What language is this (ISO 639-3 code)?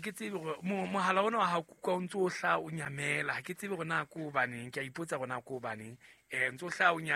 sot